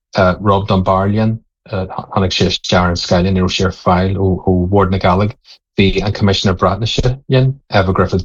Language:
Irish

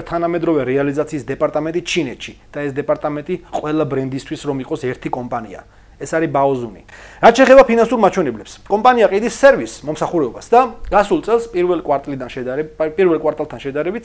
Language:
Georgian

